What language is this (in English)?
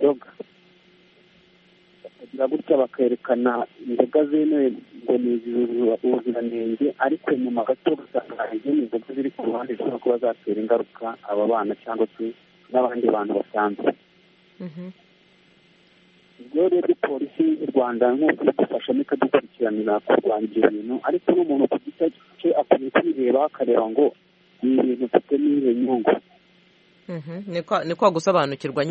Kinyarwanda